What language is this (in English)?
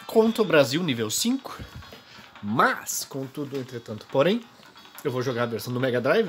Portuguese